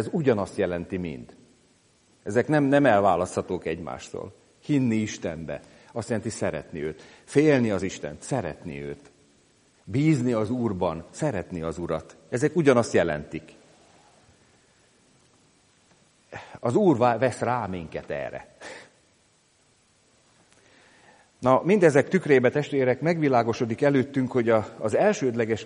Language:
Hungarian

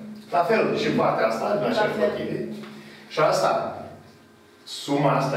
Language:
Romanian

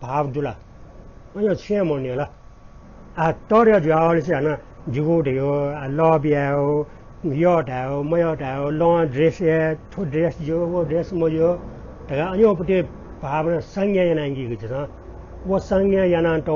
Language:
Newari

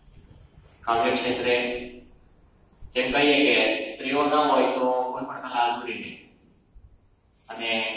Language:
Gujarati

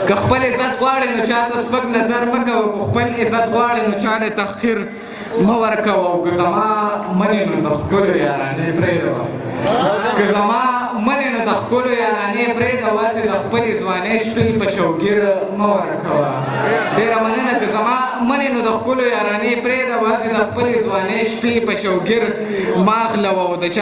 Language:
Pashto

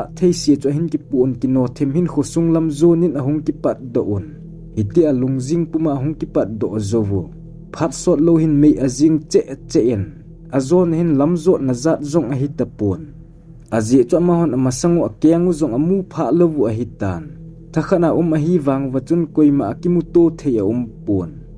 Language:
Thado Chin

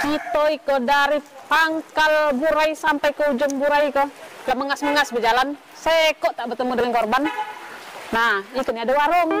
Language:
Musi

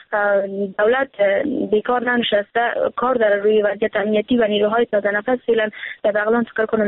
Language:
Persian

